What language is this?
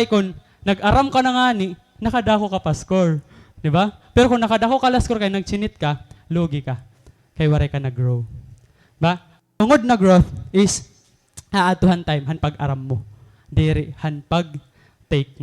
Waray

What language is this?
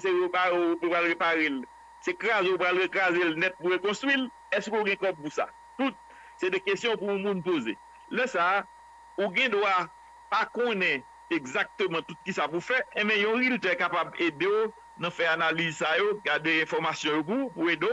Haitian Creole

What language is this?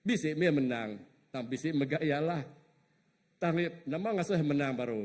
Iban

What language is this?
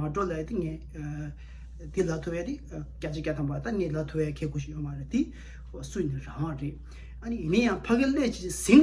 Tibetan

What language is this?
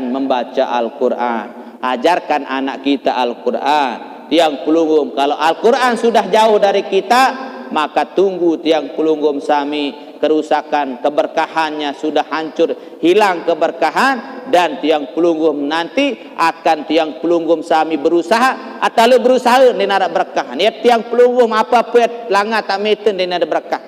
Sasak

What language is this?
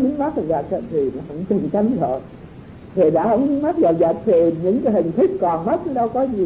Vietnamese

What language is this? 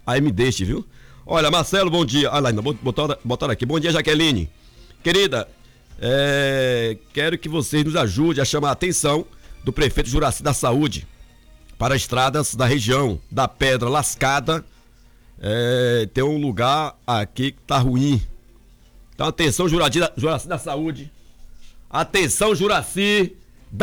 Portuguese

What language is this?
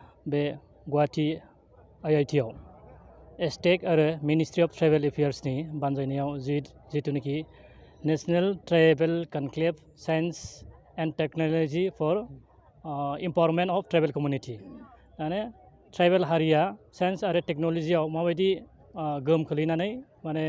Bodo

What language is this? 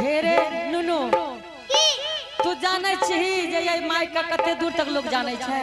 Angika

